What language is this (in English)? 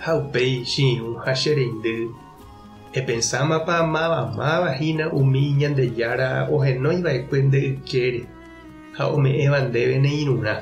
Guarani